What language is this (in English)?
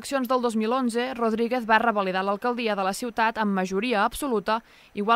Catalan